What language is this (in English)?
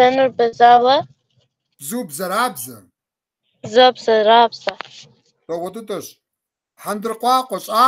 Kabardian